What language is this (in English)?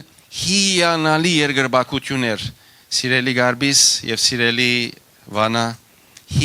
Western Armenian